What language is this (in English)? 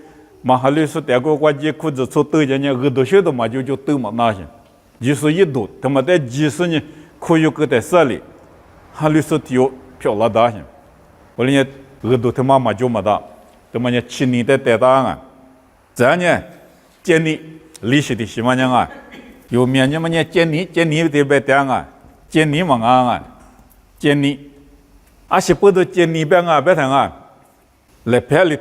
Lisu